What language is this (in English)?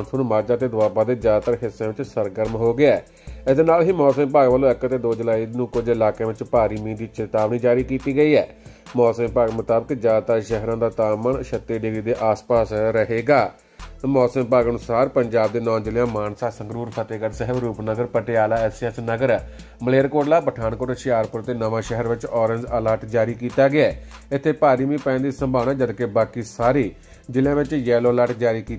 Punjabi